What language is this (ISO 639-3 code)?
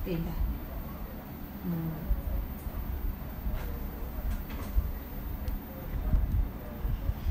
msa